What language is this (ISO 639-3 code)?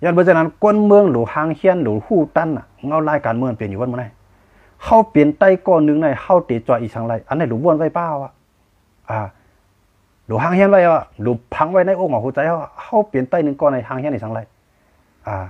shn